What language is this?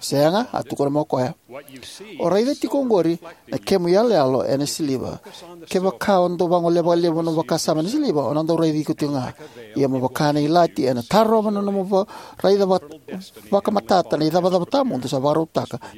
Fijian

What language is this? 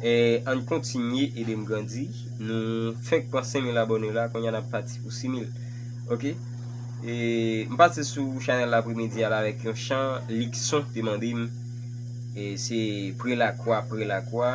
Haitian Creole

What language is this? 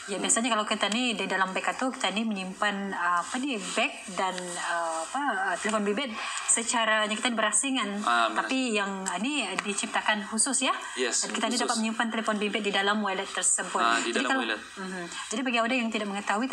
Malay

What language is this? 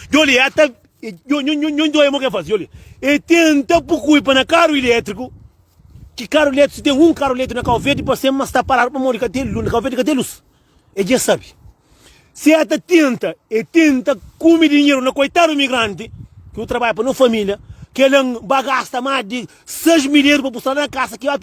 Kabuverdianu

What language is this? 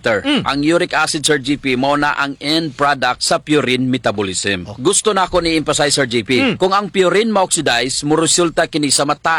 Cebuano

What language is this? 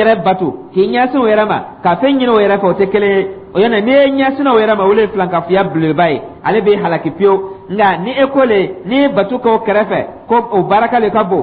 Dyula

